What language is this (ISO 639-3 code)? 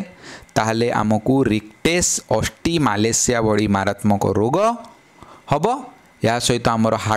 ori